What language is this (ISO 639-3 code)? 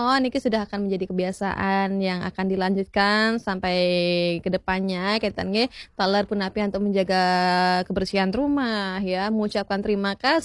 ban